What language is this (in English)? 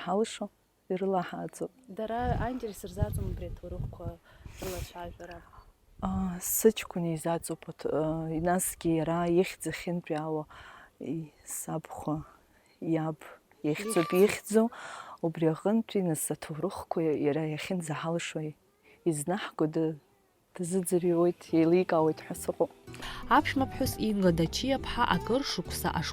Abkhazian